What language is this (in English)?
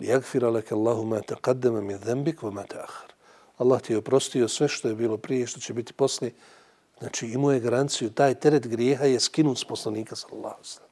Bosnian